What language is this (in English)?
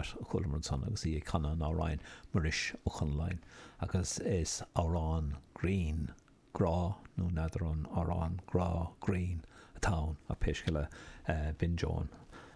Irish